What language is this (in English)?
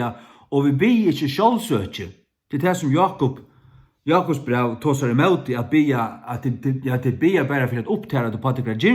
Faroese